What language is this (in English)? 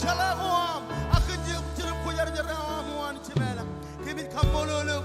Marshallese